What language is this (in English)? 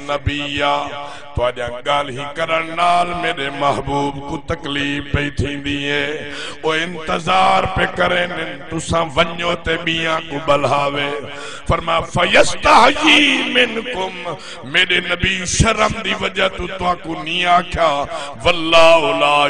Saraiki